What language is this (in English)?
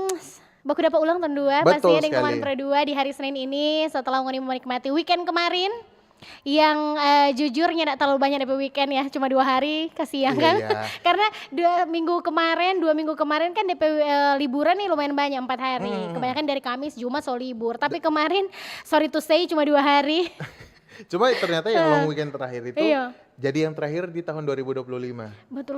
Manado Malay